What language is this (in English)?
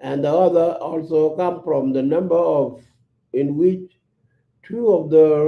Nuer